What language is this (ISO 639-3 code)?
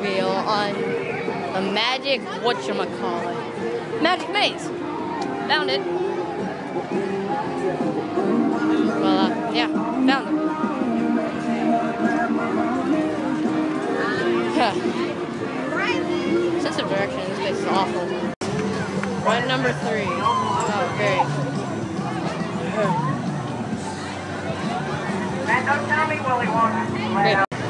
eng